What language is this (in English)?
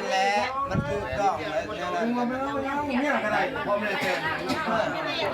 Lao